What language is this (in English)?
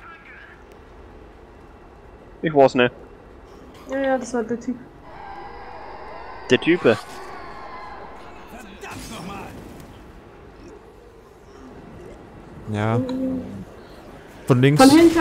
German